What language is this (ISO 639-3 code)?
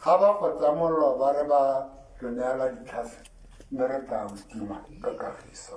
tsn